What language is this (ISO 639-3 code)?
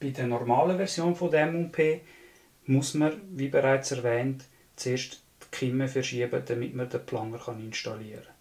gsw